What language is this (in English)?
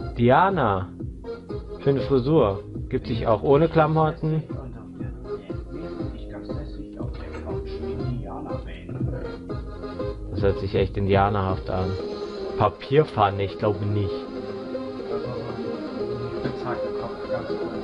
German